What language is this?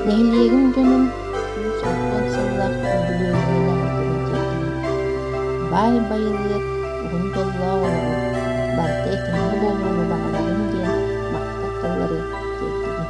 Yakut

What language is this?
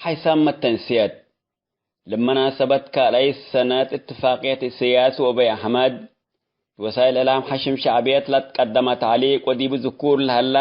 Tigre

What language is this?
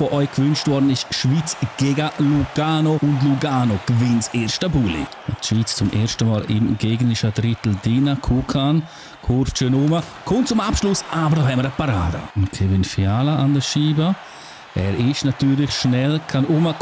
Swiss German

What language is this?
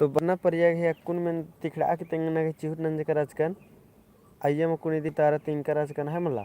Kurukh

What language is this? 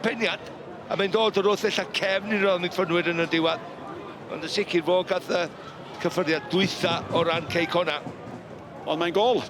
Welsh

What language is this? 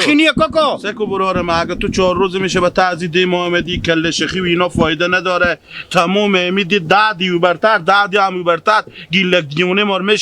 Hazaragi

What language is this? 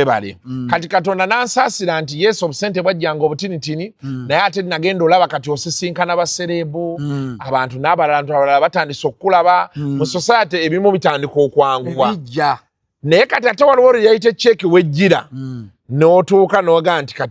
Ganda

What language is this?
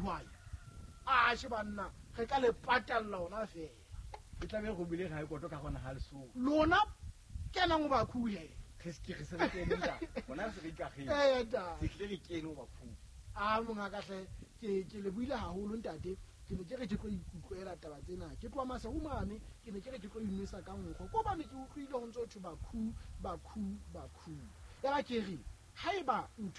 Southern Sotho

